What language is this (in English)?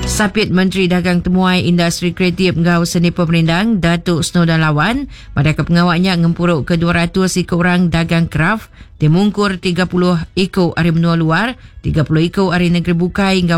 Iban